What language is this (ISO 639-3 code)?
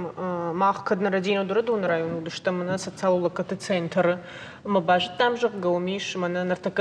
oss